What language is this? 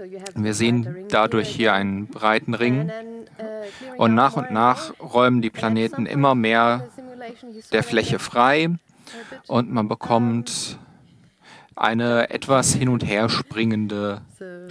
German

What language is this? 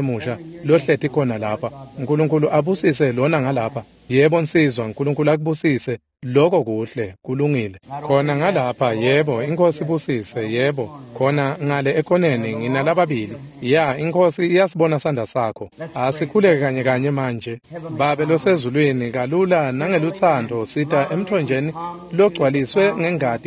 Swati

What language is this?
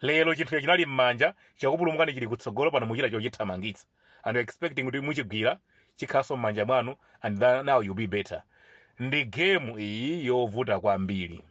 Nyanja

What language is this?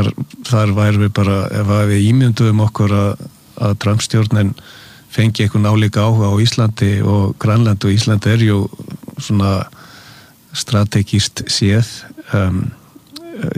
Icelandic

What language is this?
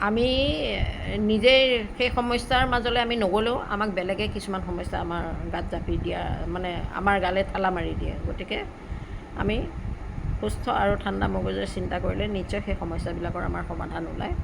Assamese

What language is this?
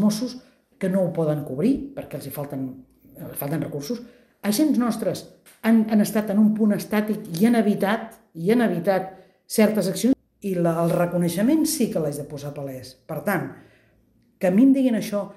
Catalan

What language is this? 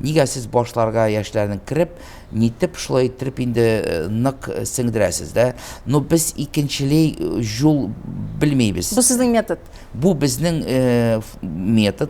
Tatar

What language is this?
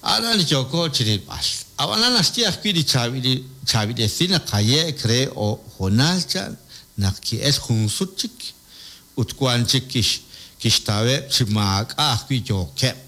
Kekchí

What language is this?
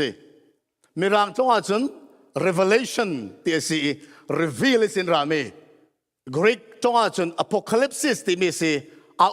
Falam Chin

